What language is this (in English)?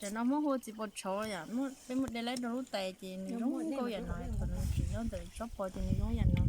Hmong